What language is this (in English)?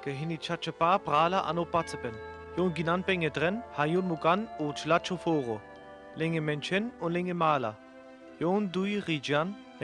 Sinte Romani